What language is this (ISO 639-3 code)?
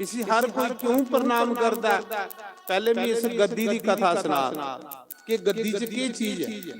doi